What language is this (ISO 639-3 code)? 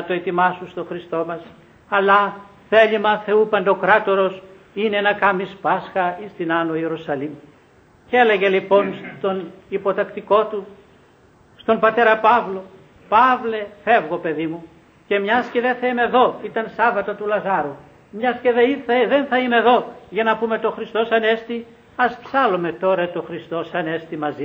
ell